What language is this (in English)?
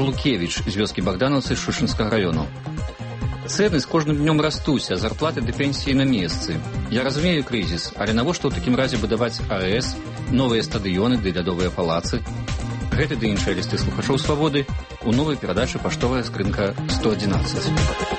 Belarusian